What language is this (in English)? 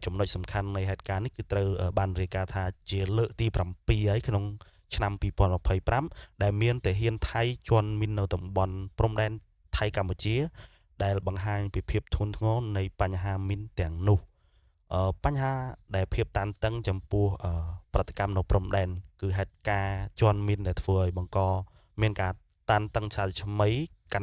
Khmer